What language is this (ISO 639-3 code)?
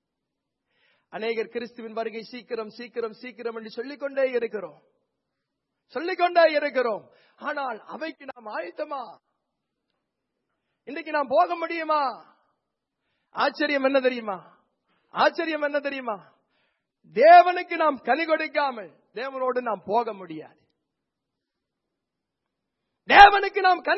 tam